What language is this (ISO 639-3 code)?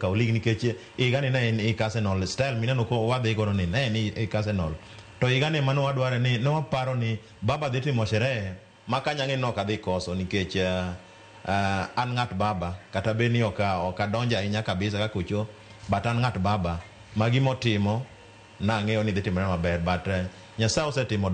luo